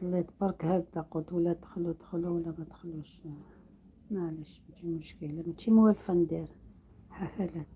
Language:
Algerian Arabic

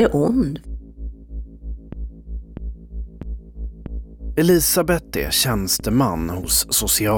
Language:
Swedish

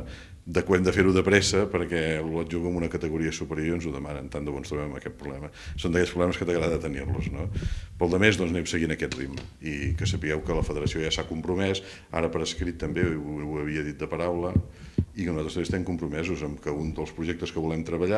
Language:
Catalan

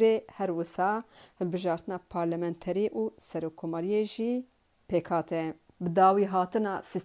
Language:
Kurdish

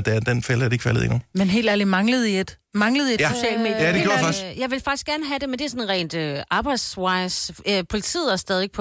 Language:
Danish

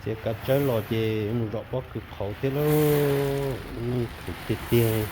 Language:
Hmong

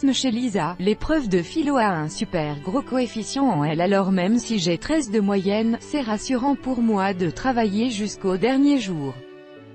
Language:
French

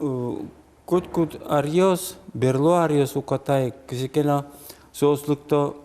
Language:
Udmurt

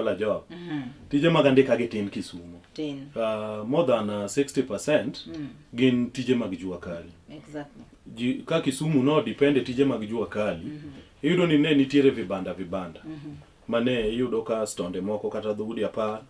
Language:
Luo (Kenya and Tanzania)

